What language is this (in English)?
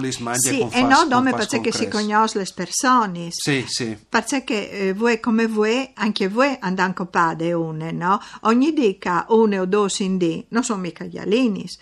Friulian